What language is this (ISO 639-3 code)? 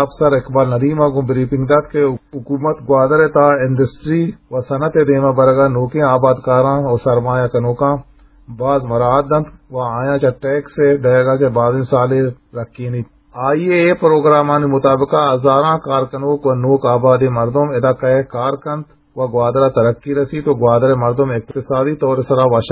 bgp